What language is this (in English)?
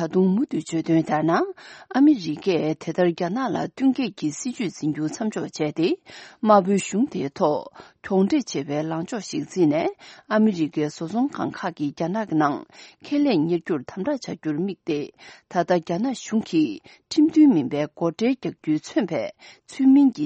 Tibetan